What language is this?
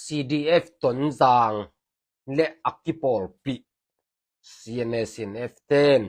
Tedim Chin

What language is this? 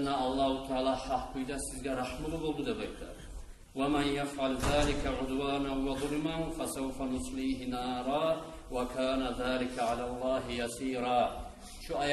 Kumyk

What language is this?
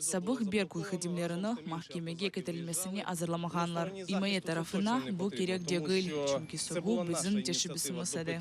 Crimean Tatar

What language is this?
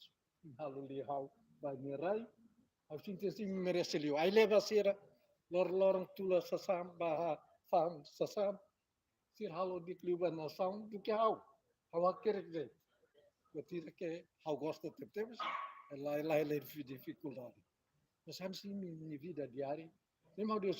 Tetum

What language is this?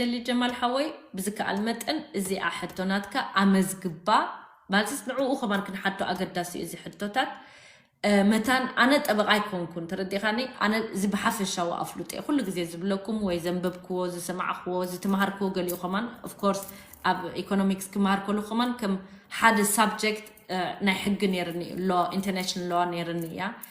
Tigrinya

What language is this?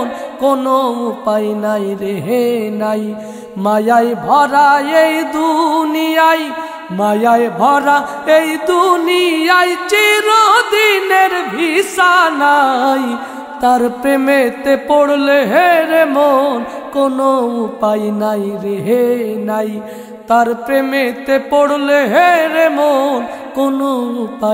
Bangla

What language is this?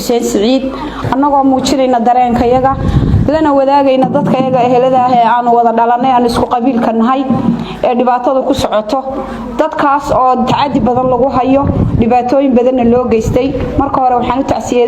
Somali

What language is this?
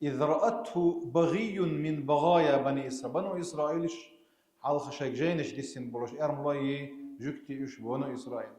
Chechen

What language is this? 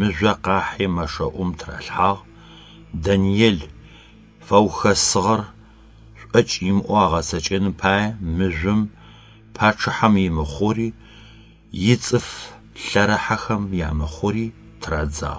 Adyghe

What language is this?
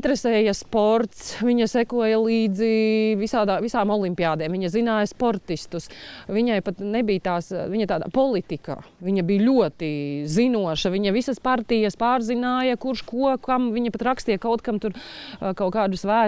Latvian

